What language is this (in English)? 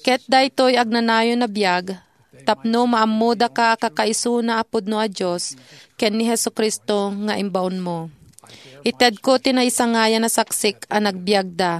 Iloko